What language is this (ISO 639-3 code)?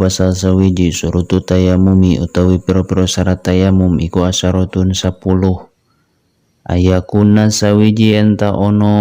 sun